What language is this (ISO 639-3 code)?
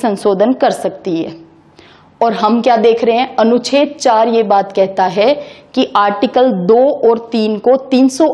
hin